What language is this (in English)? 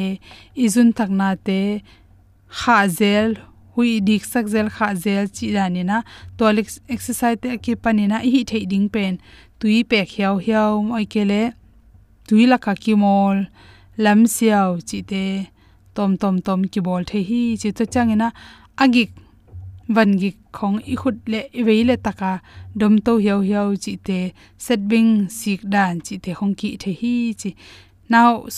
Tedim Chin